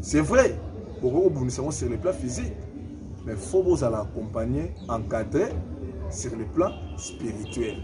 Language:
Lingala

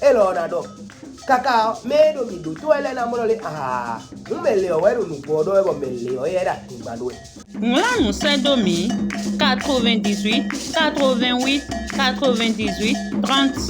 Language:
Fon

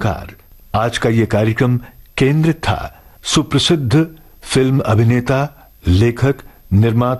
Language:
Hindi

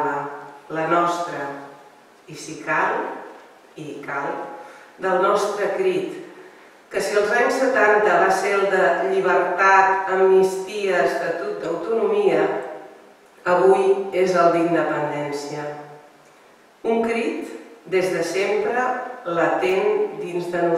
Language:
Catalan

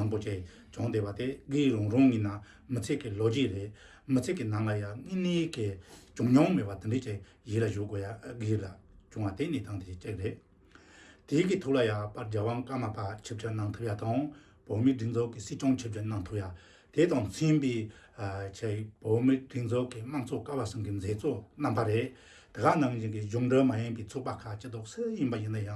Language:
Tibetan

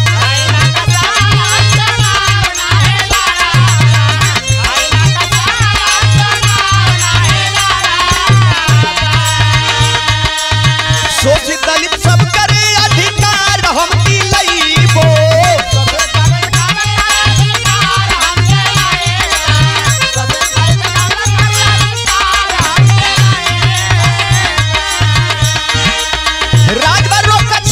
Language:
Bhojpuri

